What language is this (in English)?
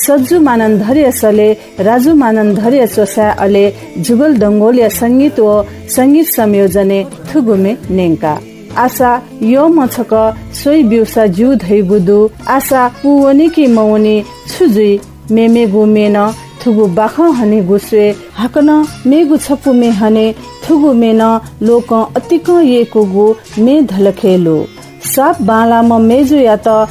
Newari